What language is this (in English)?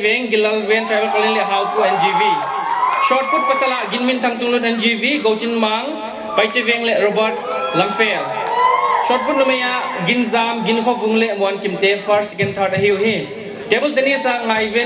Paite Chin